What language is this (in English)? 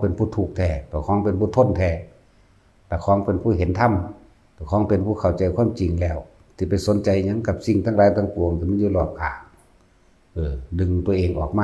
Northeastern Thai